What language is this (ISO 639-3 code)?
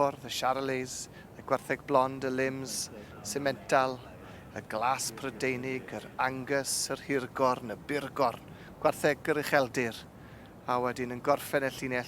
cym